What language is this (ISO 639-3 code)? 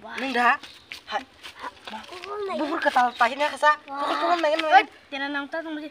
trp